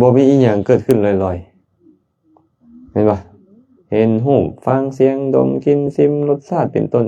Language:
Lao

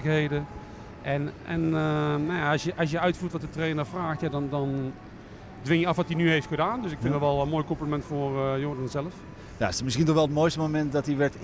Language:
Dutch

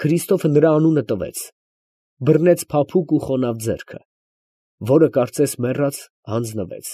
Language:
Armenian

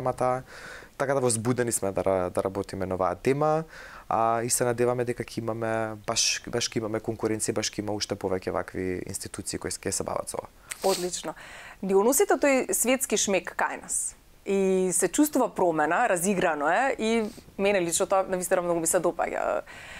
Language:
Macedonian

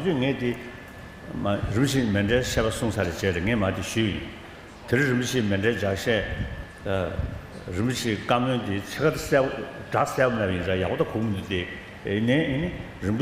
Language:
Tibetan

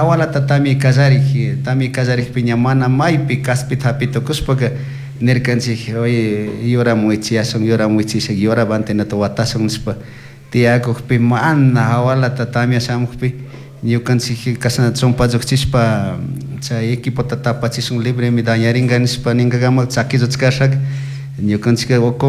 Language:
Chimborazo Highland Quichua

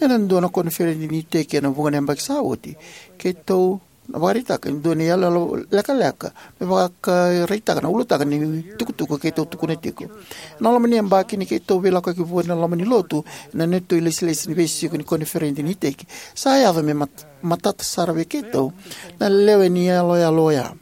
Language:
Fijian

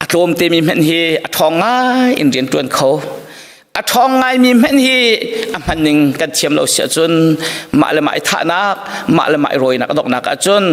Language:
Hakha Chin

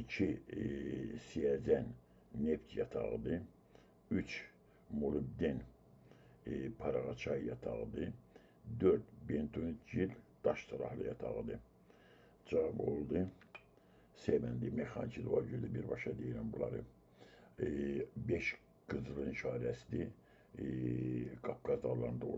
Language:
Azerbaijani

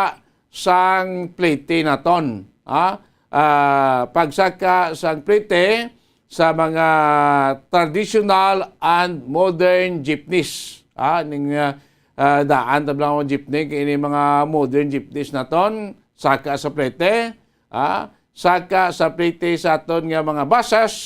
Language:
Hiligaynon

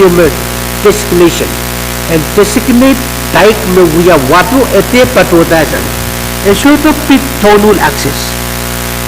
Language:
Pohnpeian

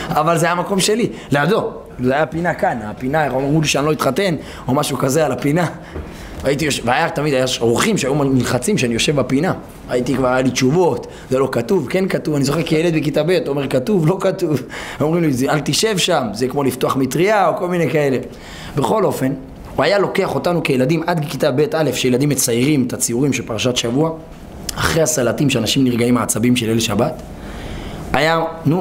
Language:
Hebrew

